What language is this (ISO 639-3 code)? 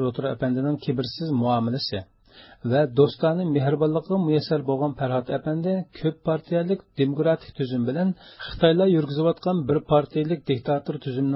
uig